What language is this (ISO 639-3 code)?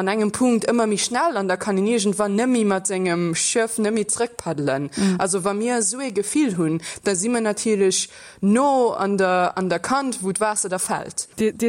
ltz